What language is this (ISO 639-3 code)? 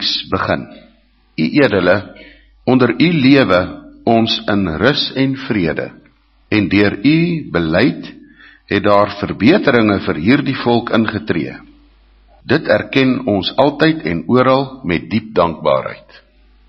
afr